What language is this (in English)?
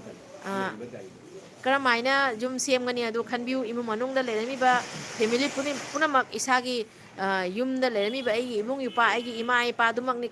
Manipuri